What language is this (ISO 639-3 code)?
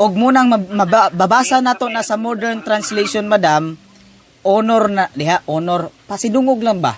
ceb